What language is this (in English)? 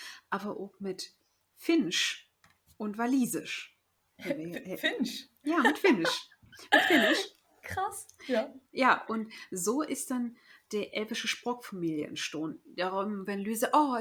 Low German